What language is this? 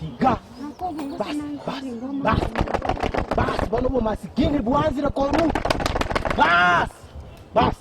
Gusii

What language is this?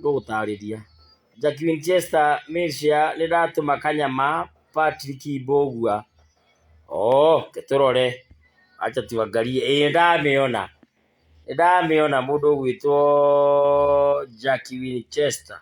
Kikuyu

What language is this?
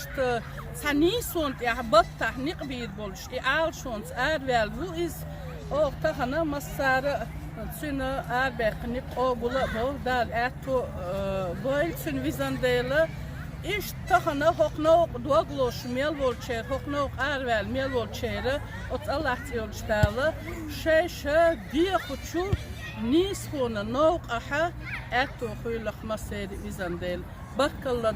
Chechen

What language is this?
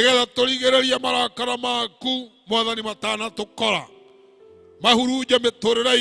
Kikuyu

